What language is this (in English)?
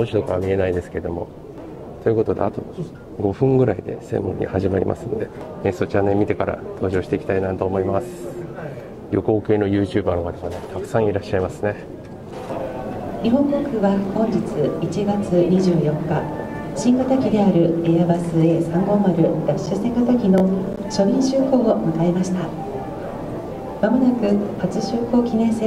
Japanese